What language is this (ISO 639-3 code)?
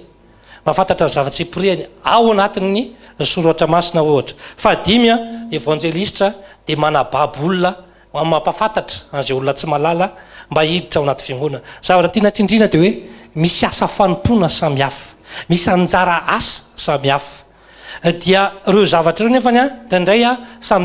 mlg